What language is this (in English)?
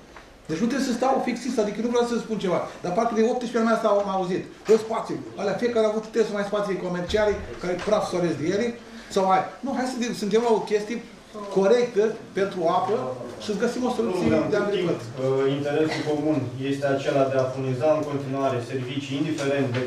Romanian